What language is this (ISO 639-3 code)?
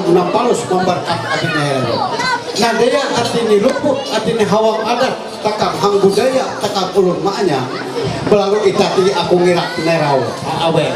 mhy